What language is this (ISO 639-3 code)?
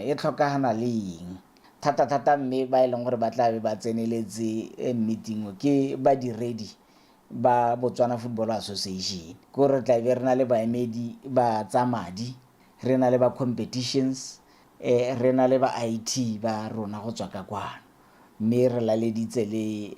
tsn